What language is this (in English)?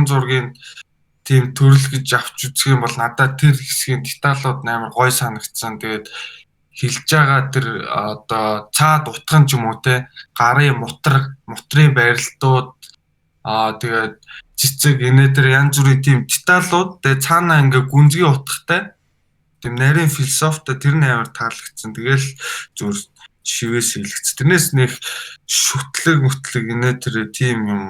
Mongolian